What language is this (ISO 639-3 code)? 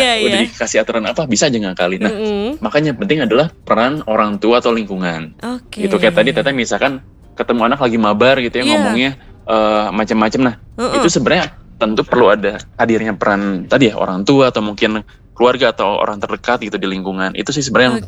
ind